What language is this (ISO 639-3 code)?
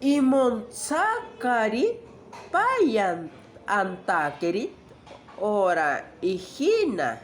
cni